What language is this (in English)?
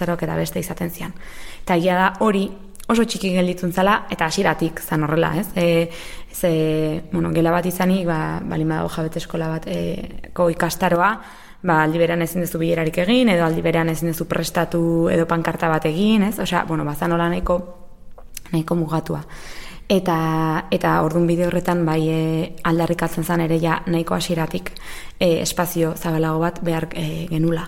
Basque